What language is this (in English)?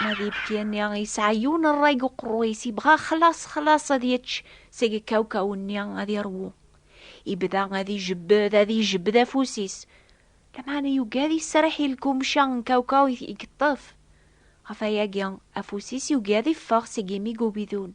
Kabyle